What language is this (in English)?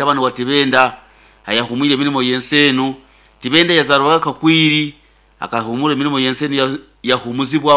Nyankole